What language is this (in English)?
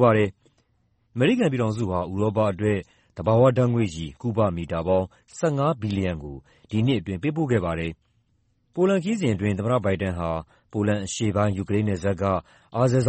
Burmese